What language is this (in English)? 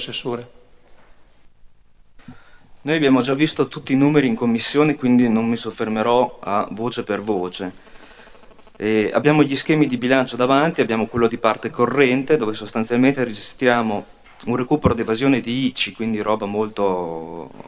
Italian